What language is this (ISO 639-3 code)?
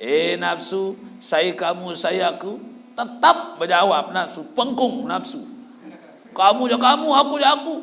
sas